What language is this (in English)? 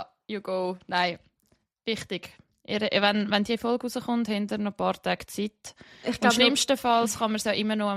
Swiss German